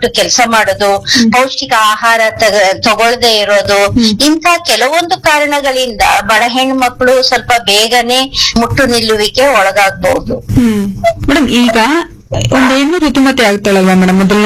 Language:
Kannada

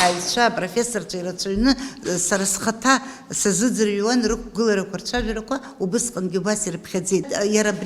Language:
Abkhazian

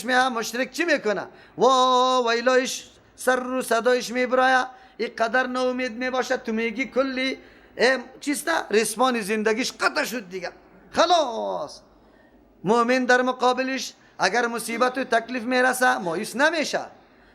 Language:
Persian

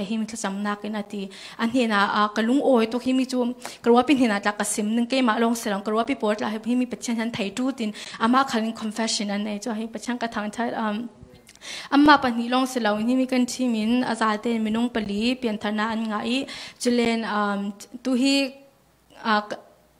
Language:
Falam Chin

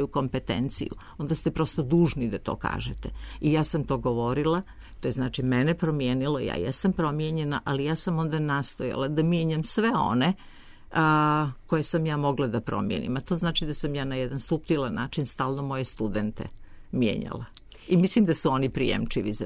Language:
Serbian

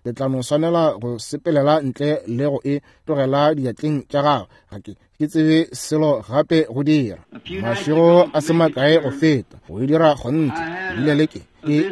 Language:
Northern Sotho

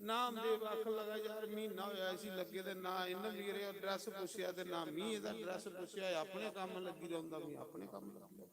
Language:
Dogri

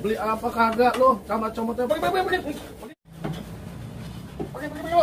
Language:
Betawi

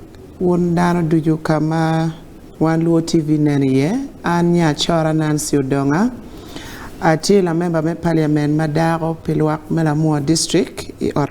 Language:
Acoli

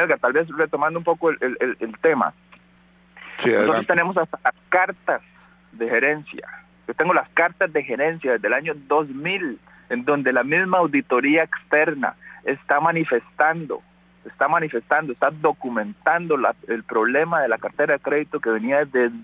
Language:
Spanish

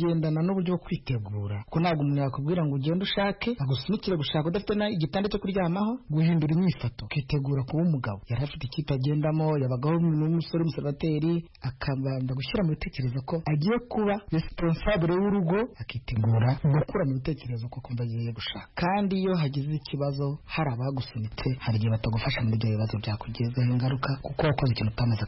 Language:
Kinyarwanda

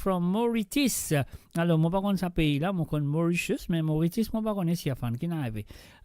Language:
Morisyen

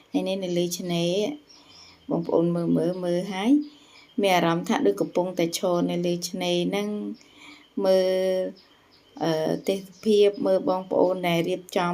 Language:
Khmer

